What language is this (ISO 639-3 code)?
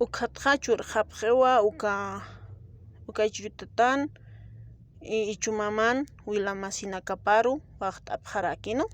aym